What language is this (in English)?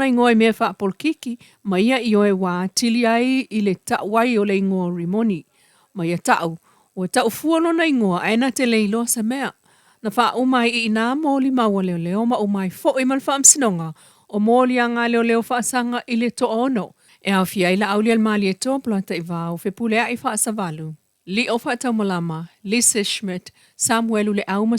Samoan